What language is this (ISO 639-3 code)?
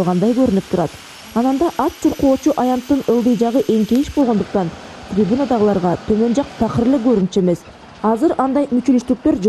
kir